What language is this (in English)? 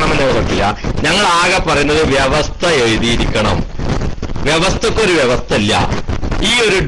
Malayalam